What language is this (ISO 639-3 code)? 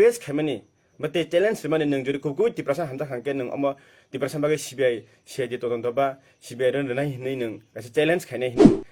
trp